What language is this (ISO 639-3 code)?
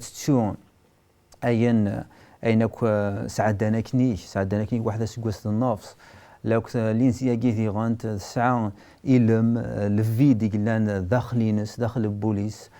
kab